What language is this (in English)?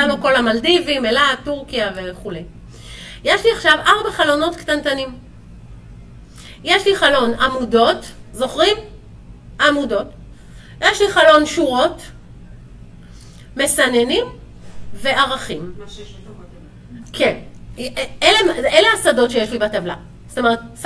Hebrew